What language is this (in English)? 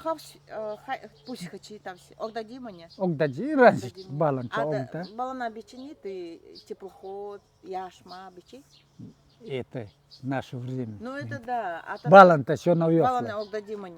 Nanai